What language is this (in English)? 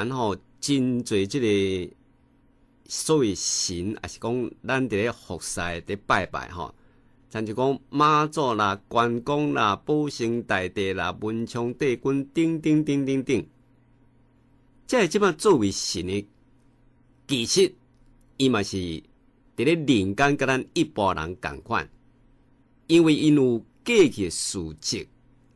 Min Nan Chinese